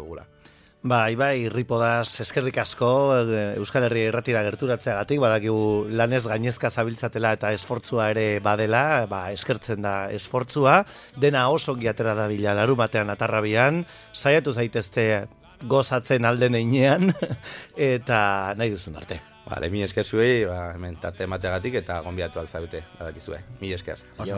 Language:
Basque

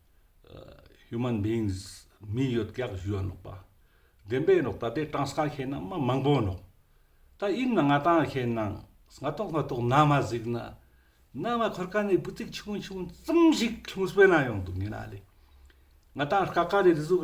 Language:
Ladakhi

